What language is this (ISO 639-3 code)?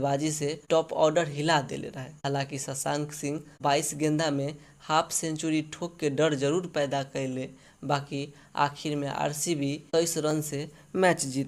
bho